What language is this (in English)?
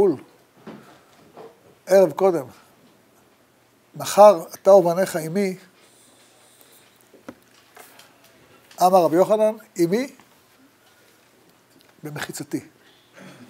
Hebrew